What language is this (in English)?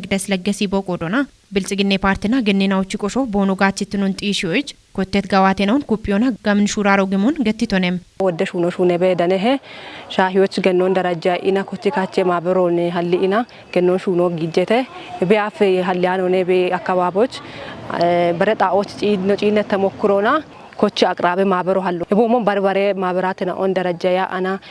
Kafa